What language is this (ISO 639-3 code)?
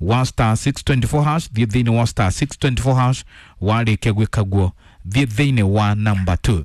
kik